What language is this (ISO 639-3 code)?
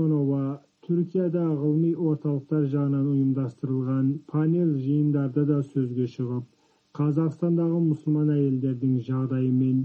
kaz